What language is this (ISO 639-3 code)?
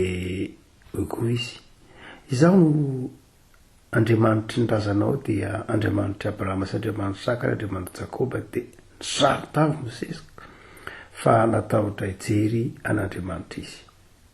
mlg